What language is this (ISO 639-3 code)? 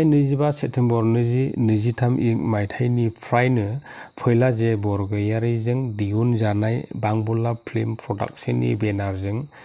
brx